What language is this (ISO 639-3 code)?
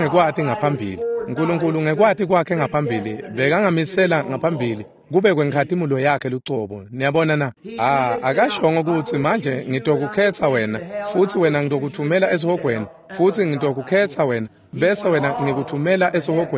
ssw